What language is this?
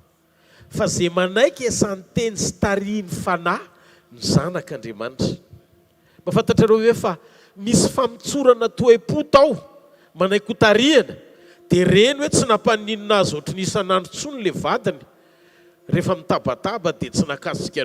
Malagasy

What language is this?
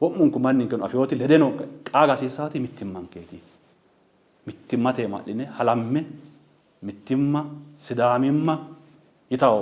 Sidamo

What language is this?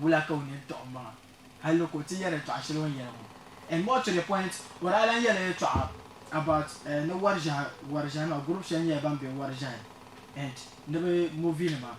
Dagbani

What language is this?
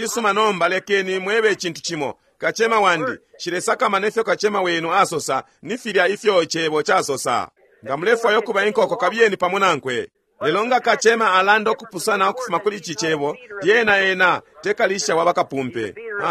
Bemba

